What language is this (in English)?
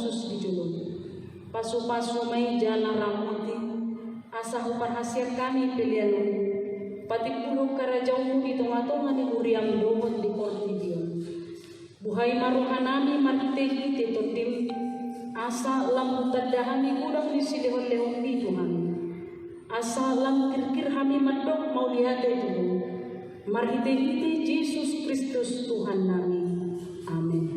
Batak Toba